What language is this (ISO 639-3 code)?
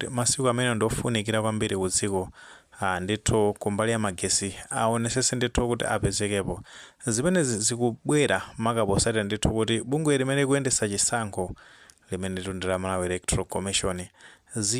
nya